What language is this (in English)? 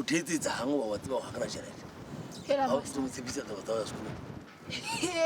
Southern Sotho